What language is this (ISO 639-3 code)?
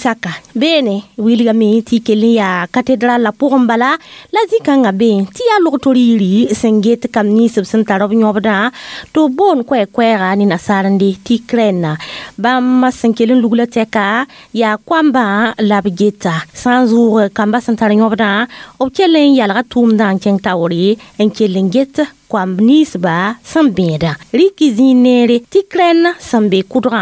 mos